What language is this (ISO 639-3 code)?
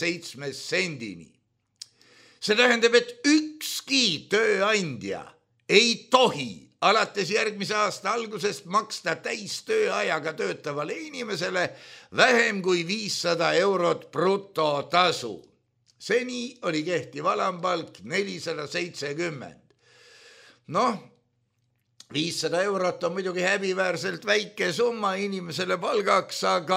est